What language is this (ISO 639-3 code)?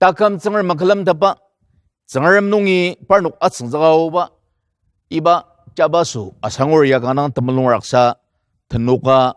njo